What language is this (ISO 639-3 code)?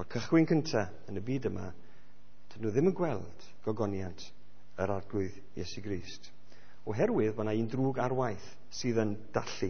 cym